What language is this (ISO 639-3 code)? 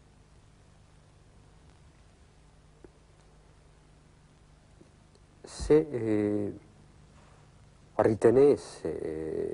ita